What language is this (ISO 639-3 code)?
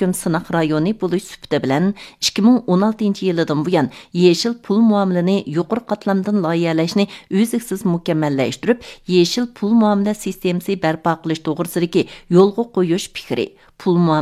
uig